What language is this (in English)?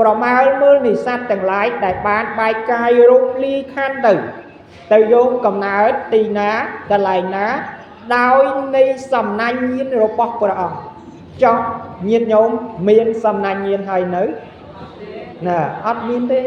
Khmer